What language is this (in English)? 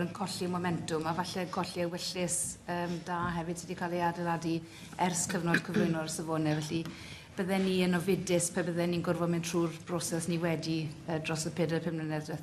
Welsh